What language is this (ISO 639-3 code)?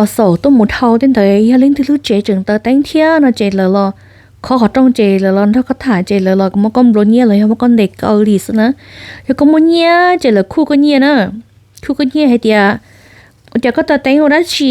hmn